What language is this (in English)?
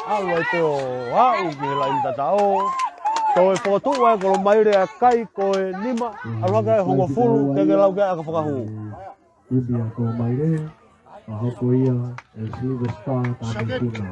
Tongan